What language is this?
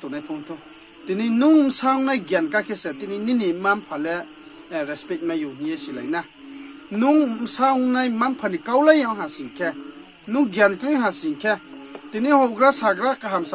Riang (India)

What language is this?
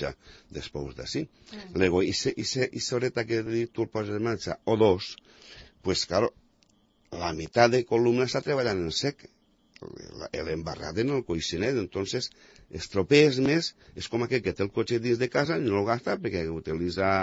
Catalan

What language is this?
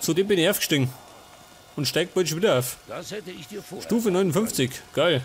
Bavarian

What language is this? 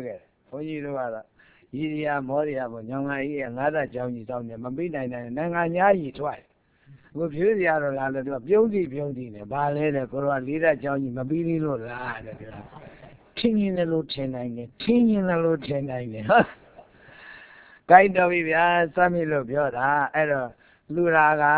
Burmese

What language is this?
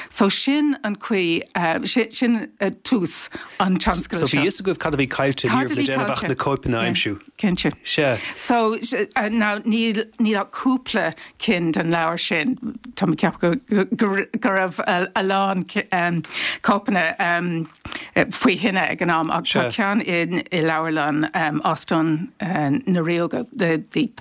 Irish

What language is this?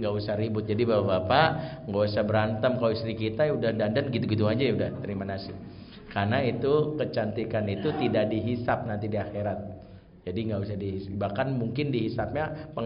Indonesian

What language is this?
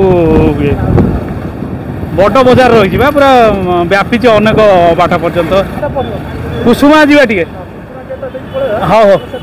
Odia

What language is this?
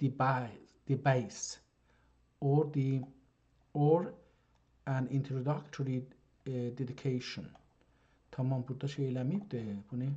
South Azerbaijani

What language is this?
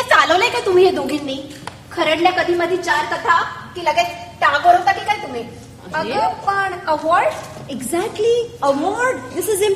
Marathi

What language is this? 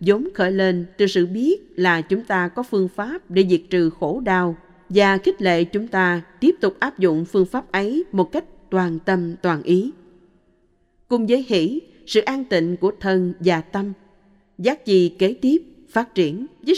Vietnamese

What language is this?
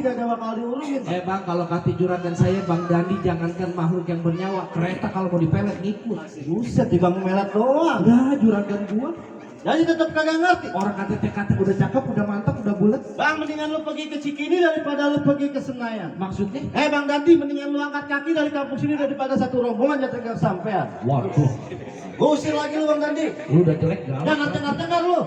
Betawi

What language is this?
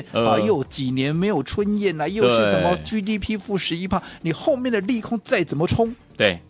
Chinese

